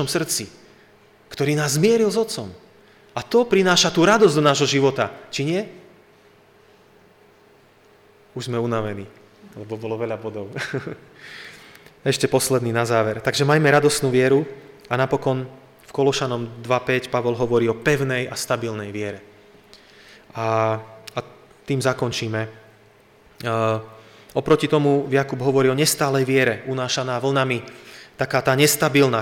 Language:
Slovak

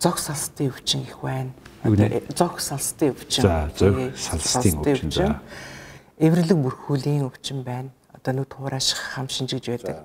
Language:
Mongolian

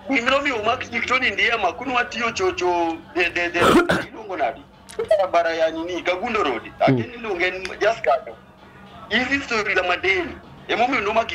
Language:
Luo (Kenya and Tanzania)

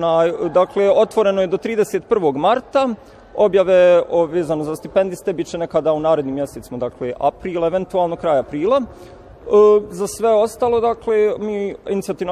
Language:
Bosnian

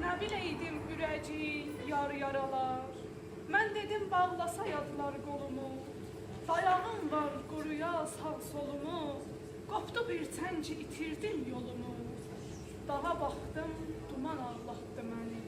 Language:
South Azerbaijani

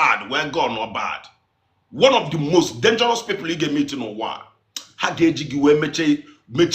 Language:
Igbo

